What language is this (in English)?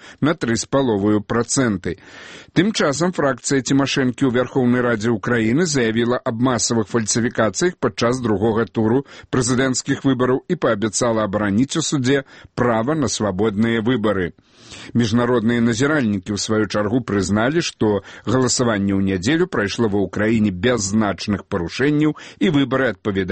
Belarusian